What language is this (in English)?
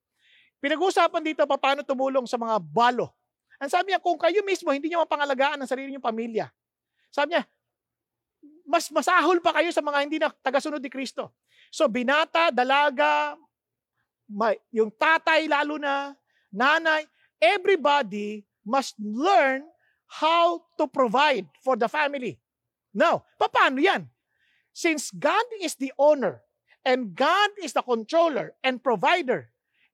Filipino